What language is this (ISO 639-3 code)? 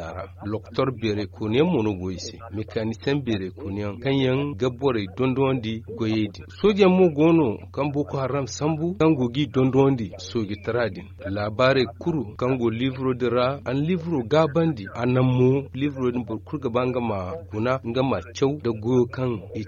dje